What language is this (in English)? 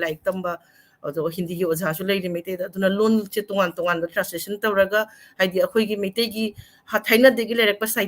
Manipuri